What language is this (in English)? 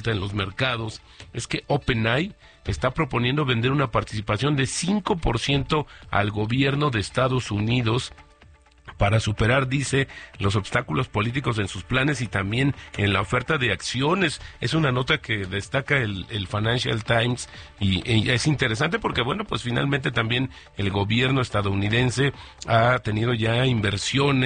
Spanish